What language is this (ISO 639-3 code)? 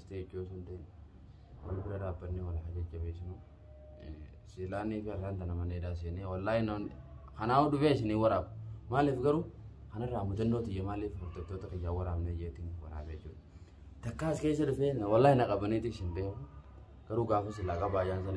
orm